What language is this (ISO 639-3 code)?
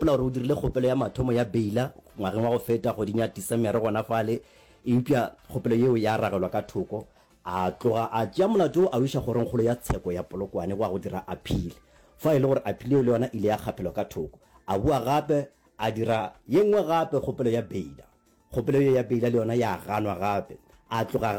nso